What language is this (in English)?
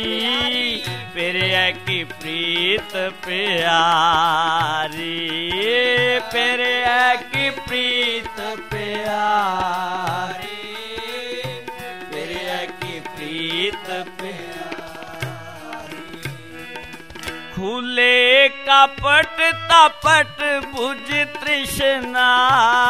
Punjabi